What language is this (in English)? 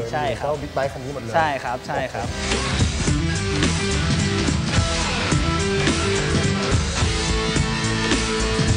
Thai